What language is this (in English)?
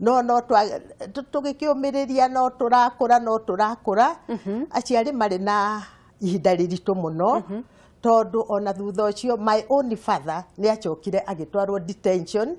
Kikuyu